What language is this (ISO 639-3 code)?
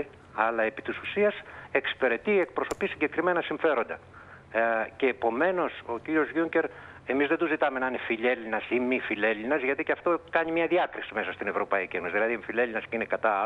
ell